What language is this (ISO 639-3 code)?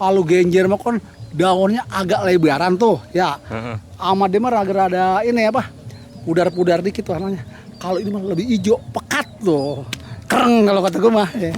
bew